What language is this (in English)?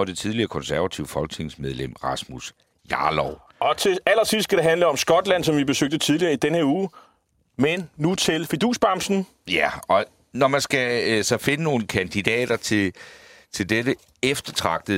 Danish